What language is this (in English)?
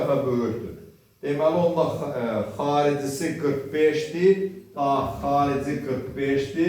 Azerbaijani